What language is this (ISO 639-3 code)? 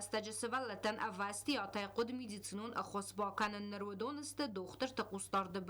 oss